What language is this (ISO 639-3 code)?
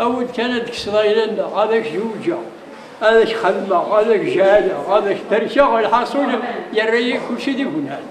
kab